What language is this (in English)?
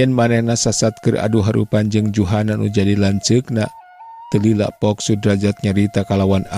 Sundanese